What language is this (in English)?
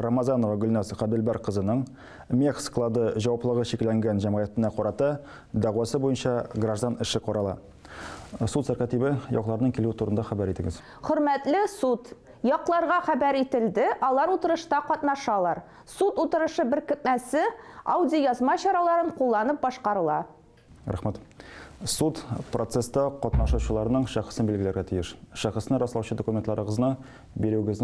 Tatar